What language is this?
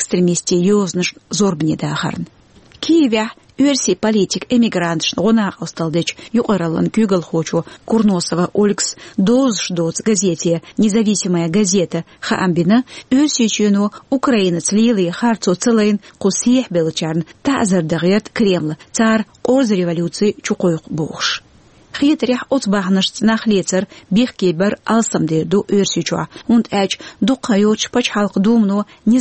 Chechen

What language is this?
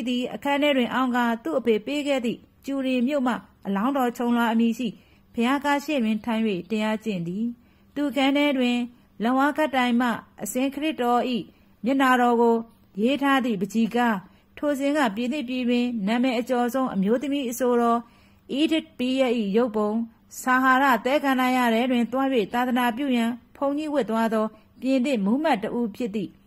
Burmese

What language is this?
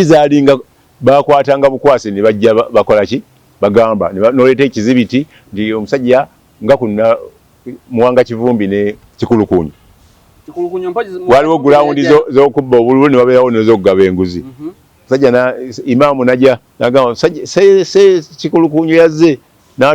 Ganda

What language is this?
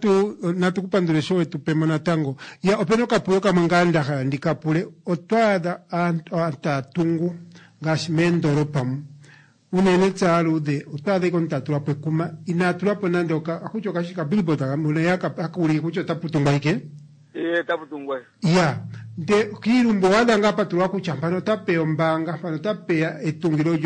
Kuanyama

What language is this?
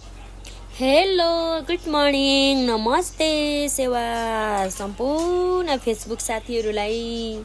Nepali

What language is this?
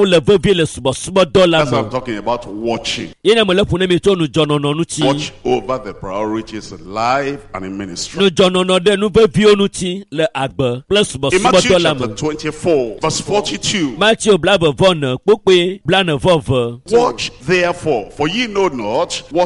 Ewe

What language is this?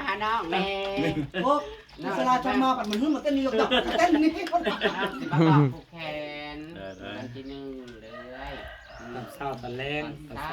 Northeastern Thai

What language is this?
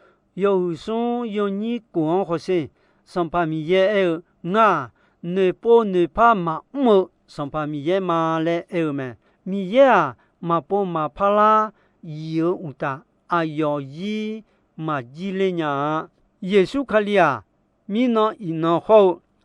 Akha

